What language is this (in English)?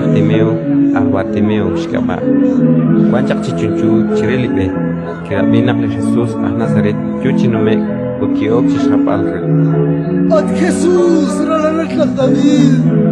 Kekchí